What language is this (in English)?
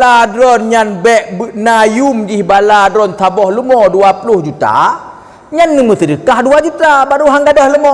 Achinese